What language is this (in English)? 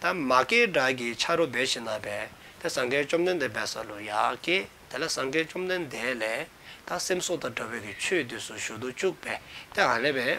Dzongkha